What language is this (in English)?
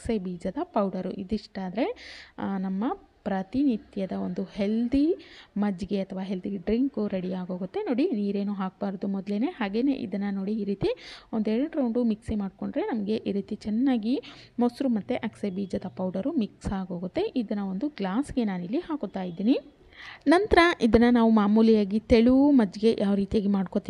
Kannada